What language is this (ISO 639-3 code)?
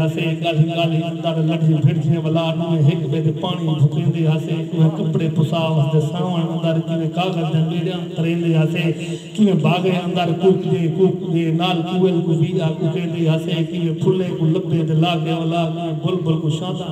skr